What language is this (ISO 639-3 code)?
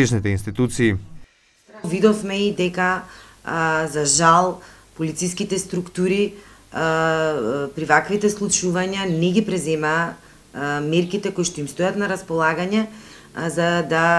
mkd